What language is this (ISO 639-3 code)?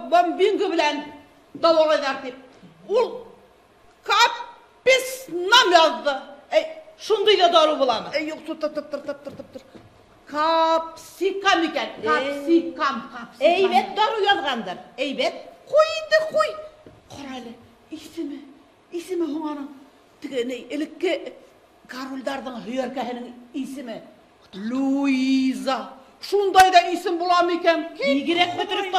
bak